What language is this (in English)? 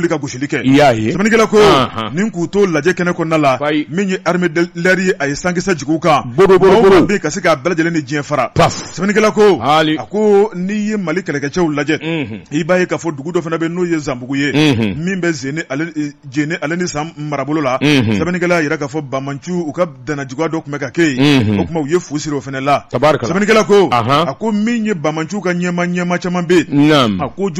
Bambara